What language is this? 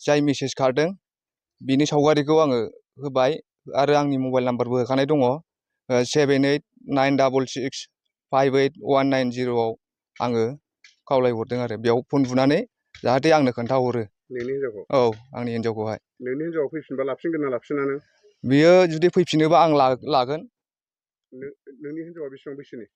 Bodo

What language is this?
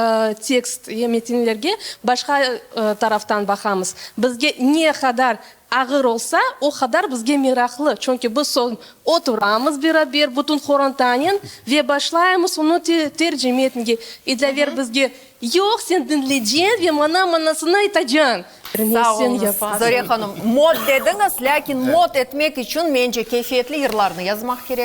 Crimean Tatar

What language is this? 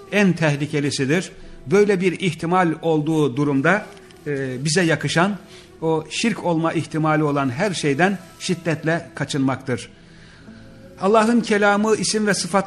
Turkish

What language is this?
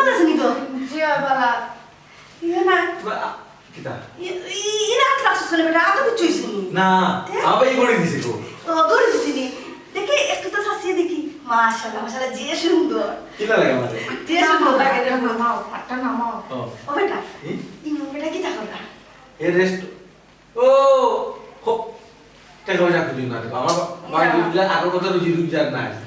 Sylheti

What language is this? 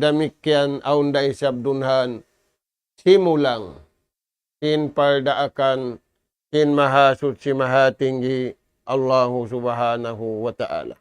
Tausug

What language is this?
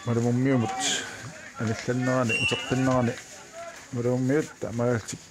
Kalaallisut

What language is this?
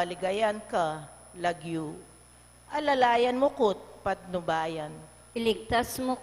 Pampanga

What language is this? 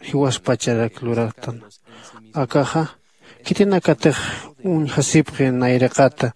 Aymara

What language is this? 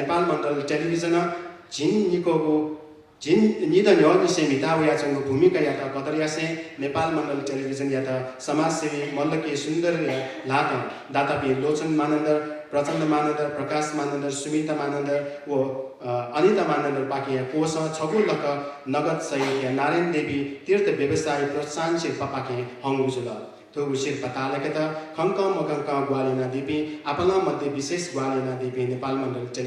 Newari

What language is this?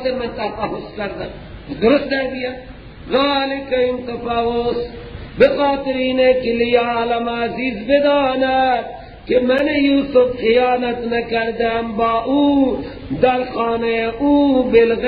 Persian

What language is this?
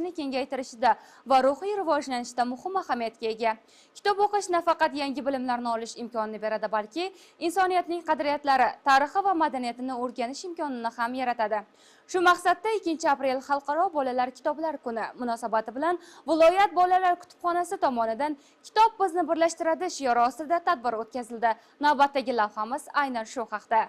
Uzbek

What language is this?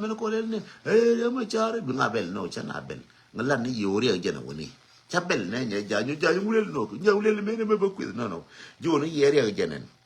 Nuer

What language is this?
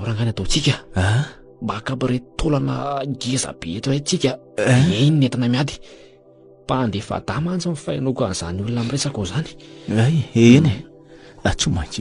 Malagasy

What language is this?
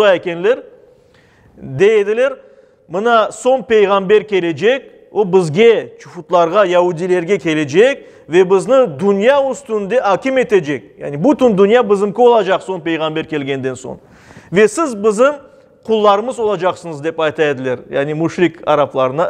Crimean Tatar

